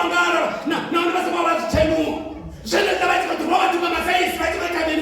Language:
Venda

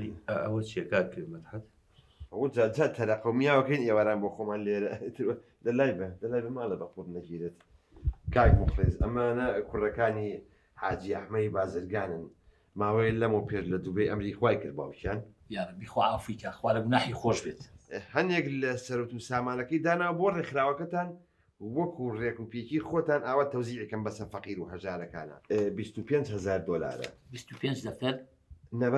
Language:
Central Kurdish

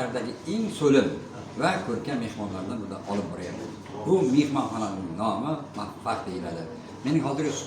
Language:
Uzbek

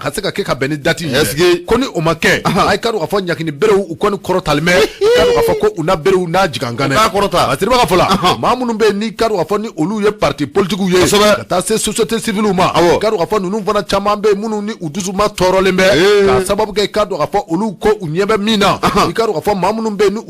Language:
Bambara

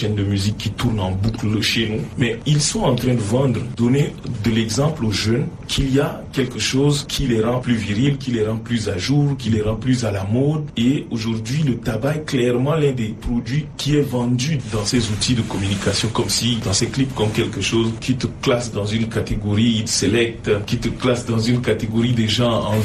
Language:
French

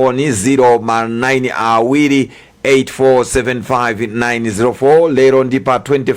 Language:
Nyanja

